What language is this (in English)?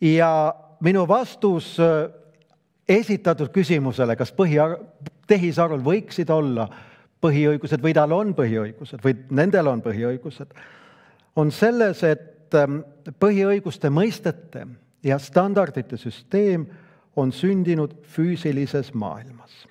Estonian